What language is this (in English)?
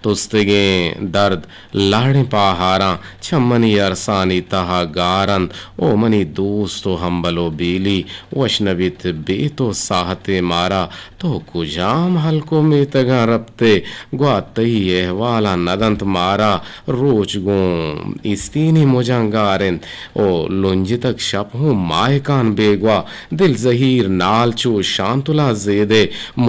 Eastern Balochi